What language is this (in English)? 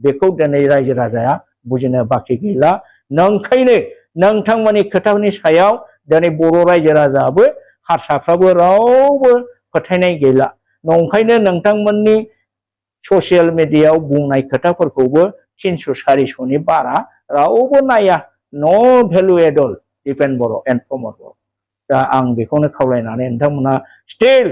Bodo